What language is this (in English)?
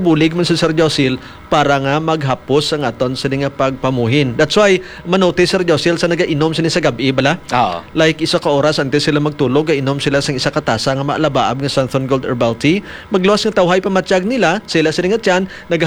Hiligaynon